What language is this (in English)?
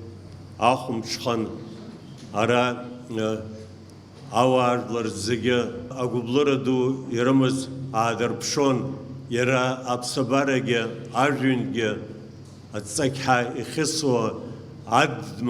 Abkhazian